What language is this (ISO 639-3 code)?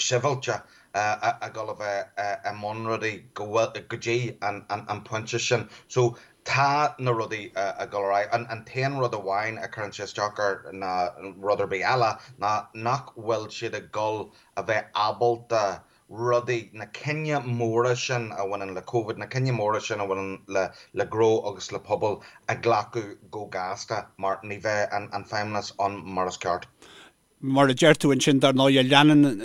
gle